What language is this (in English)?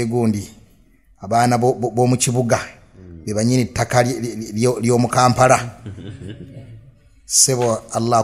Ganda